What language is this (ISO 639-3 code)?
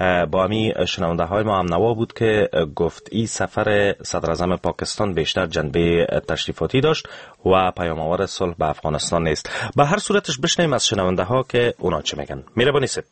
fas